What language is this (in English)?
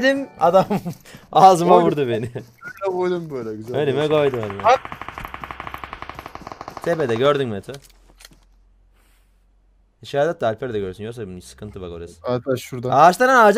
Turkish